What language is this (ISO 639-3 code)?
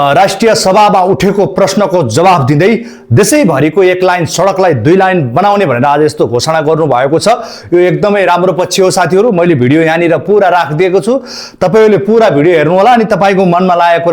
nep